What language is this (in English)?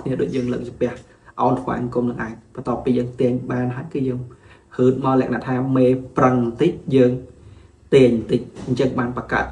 Khmer